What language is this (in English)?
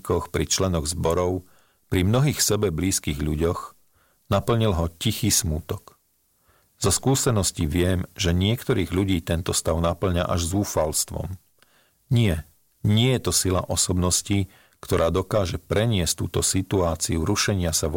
Slovak